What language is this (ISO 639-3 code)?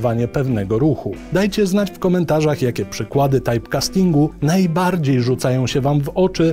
pol